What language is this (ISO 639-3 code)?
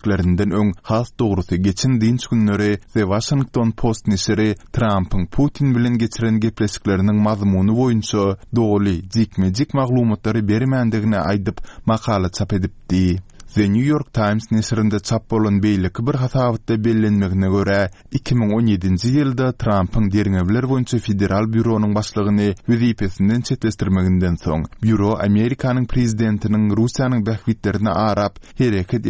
tuk